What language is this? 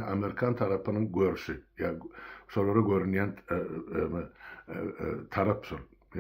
Turkmen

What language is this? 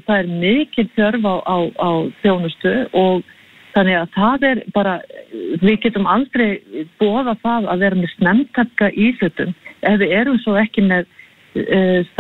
Icelandic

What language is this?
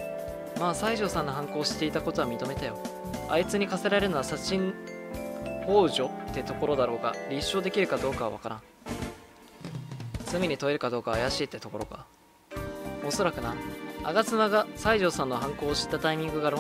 Japanese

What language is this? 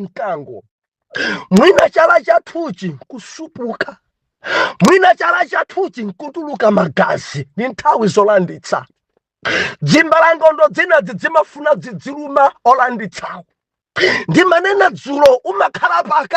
Nyanja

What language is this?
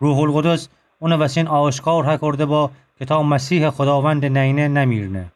Gilaki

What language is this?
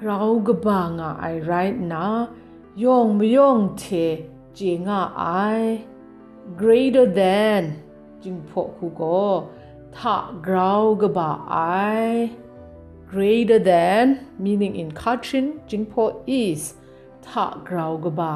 Kachin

